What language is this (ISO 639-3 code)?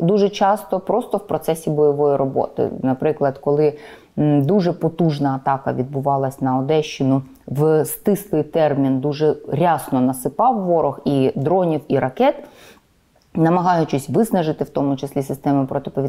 ukr